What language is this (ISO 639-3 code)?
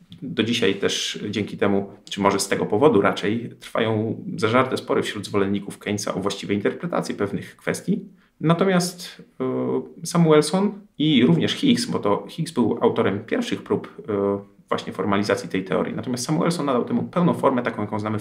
pol